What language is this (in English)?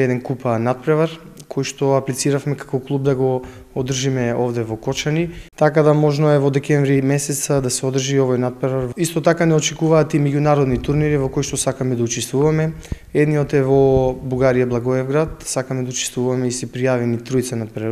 Macedonian